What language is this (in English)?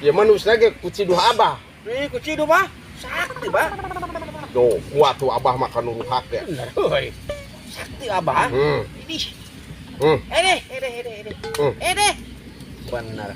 Sundanese